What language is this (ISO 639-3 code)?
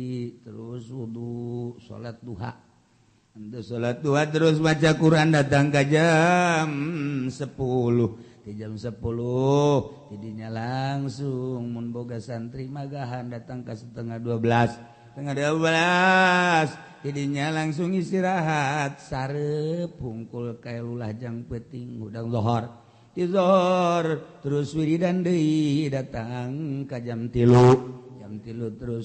sun